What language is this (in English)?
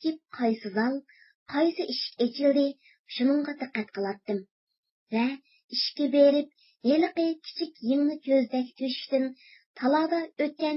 Uyghur